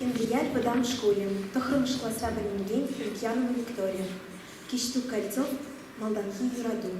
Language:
Chuvash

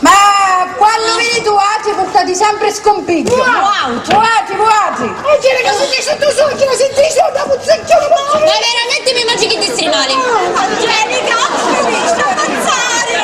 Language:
Sicilian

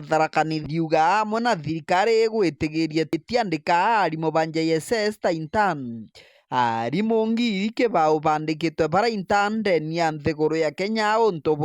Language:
Meru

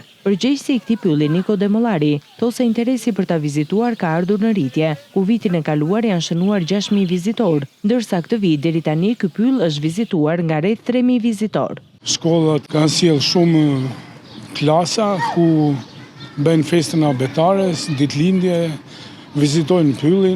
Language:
Albanian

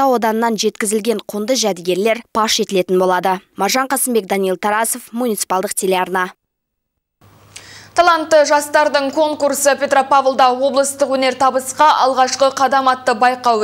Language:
Kazakh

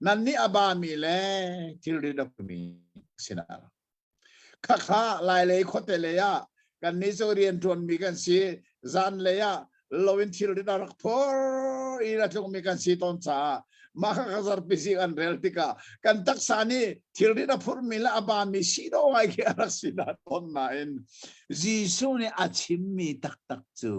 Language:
Hakha Chin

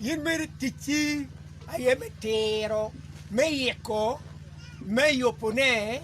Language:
Acoli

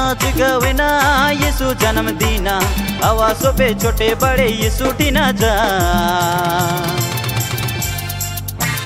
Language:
Sadri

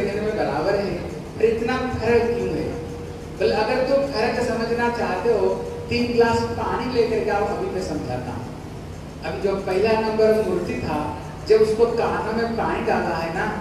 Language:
Hindi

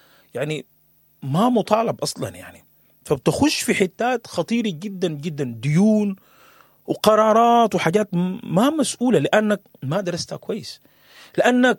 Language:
Sudanese Arabic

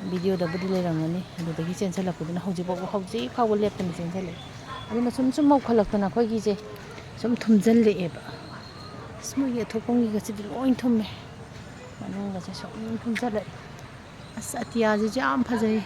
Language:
Manipuri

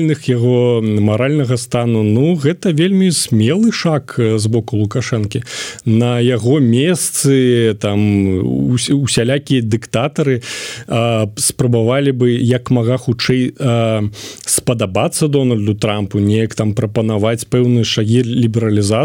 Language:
Belarusian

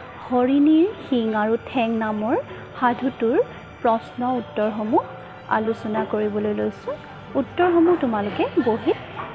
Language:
Assamese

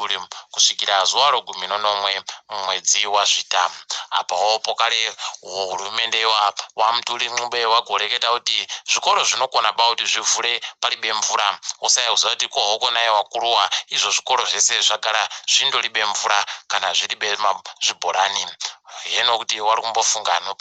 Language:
Ndau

